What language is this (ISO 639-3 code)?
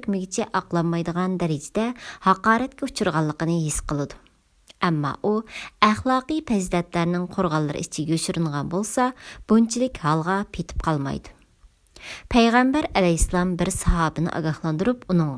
uig